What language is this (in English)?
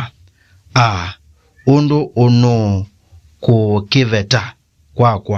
Kamba